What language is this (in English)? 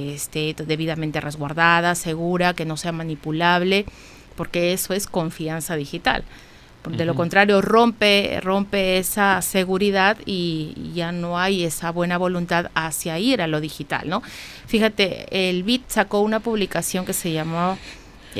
Spanish